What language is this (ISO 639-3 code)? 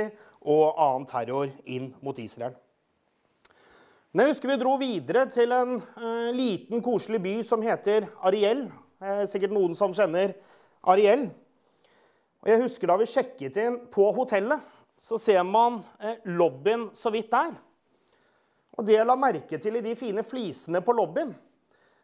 nor